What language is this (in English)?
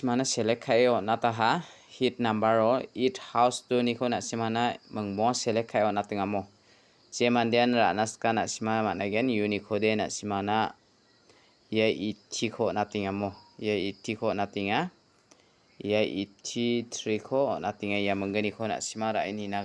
Garo